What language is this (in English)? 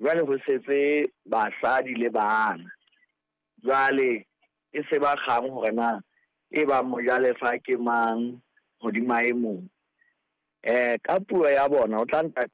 Southern Sotho